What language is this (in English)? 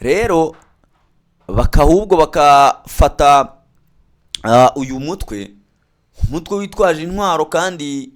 Kinyarwanda